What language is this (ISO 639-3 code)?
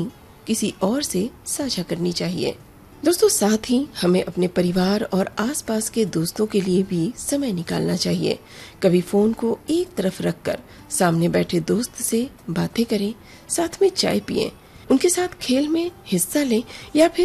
hin